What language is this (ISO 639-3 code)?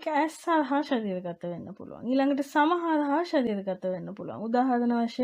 sin